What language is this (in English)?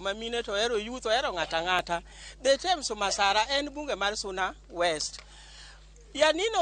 Luo (Kenya and Tanzania)